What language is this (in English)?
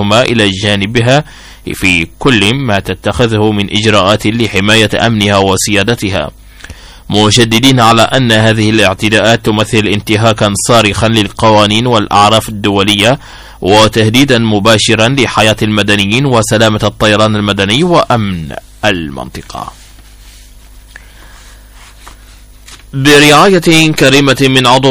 Arabic